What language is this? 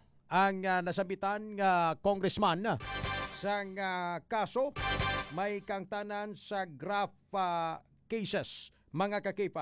Hiligaynon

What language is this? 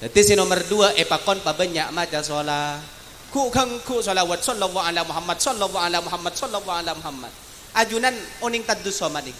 Madurese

